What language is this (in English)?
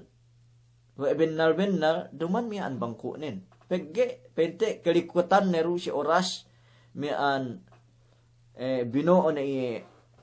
Yakan